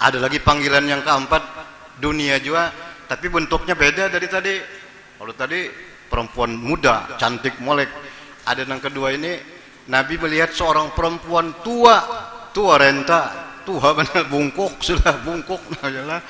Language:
Banjar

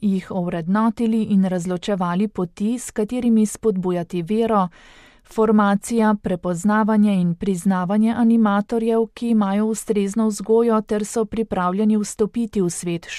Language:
Slovenian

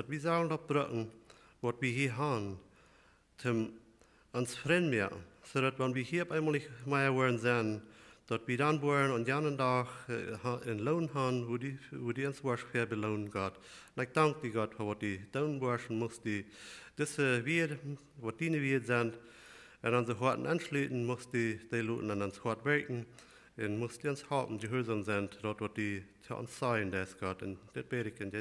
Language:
Plautdietsch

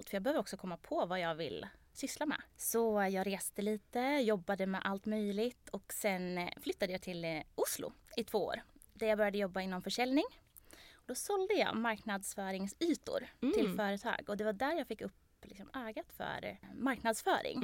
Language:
Swedish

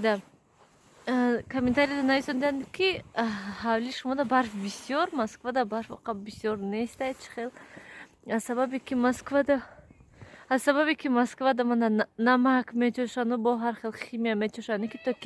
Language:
Tajik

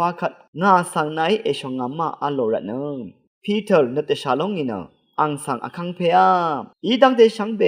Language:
Rawang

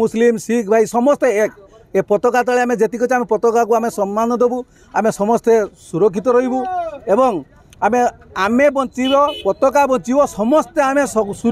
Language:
Odia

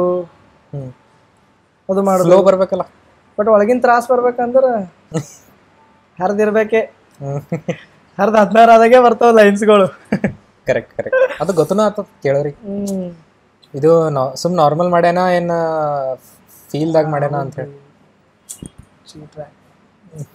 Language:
Kannada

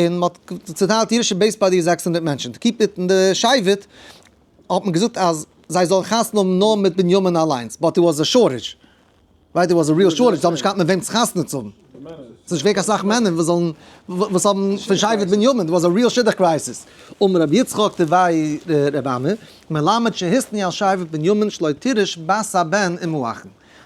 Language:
Yiddish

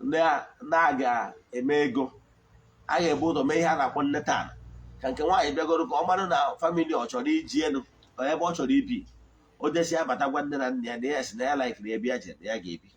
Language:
Igbo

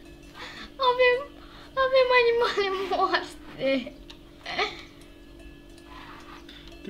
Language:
Romanian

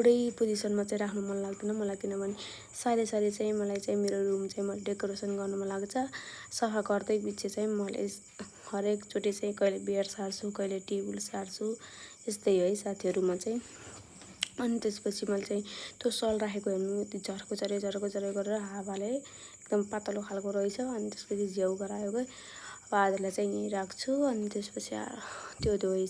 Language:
Nepali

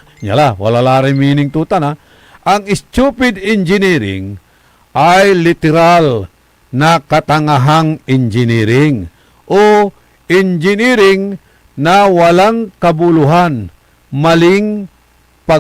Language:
Pangasinan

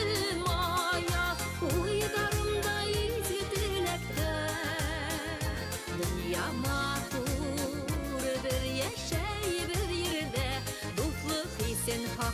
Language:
Bashkir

